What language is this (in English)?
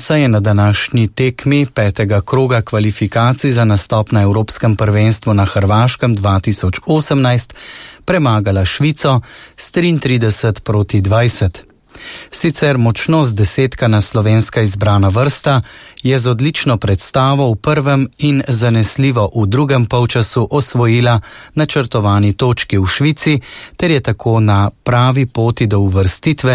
Slovenian